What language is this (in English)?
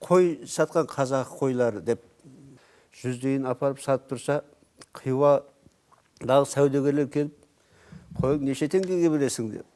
Kara-Kalpak